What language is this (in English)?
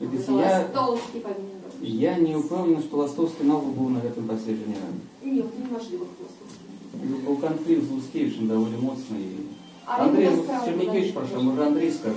Belarusian